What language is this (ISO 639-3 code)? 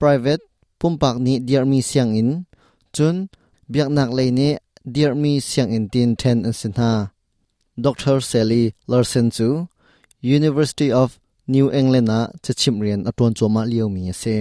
cnh